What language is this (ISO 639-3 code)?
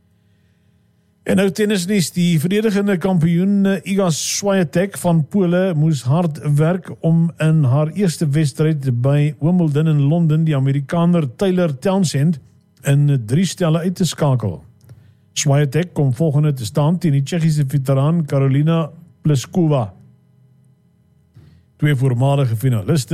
afr